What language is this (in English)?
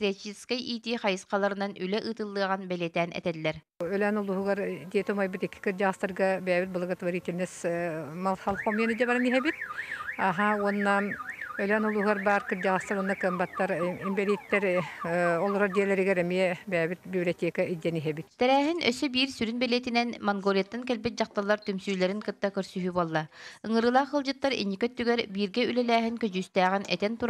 Yakut